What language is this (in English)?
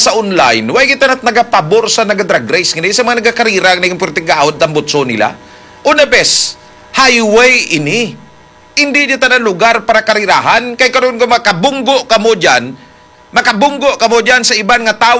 Hiligaynon